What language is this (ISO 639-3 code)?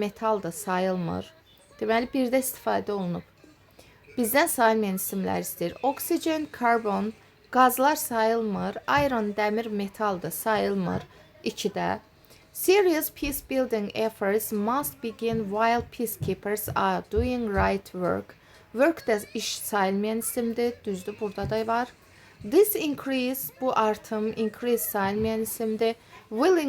aze